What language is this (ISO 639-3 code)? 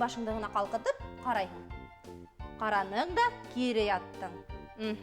bak